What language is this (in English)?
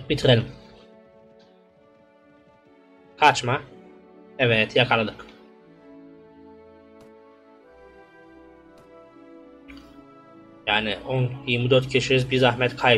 Turkish